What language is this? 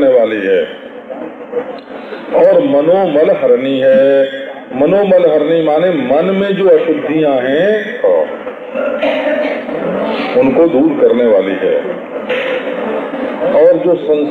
Hindi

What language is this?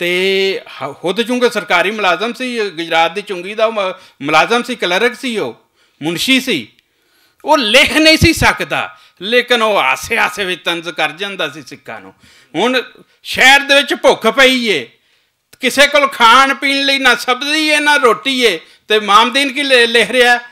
Western Panjabi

